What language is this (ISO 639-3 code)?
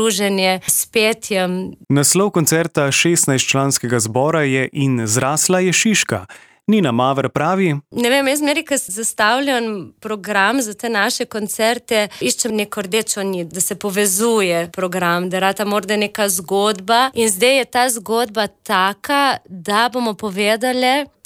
slv